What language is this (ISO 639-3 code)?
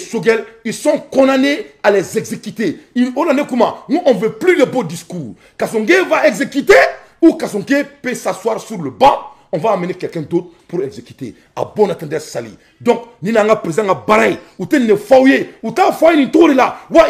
bam